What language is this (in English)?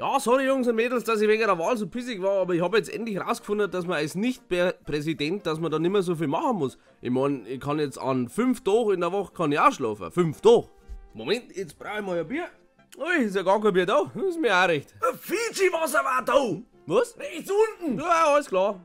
Bavarian